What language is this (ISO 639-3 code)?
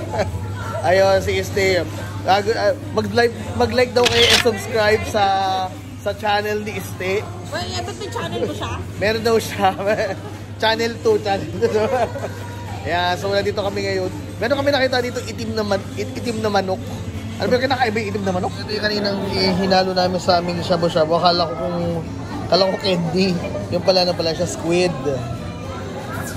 fil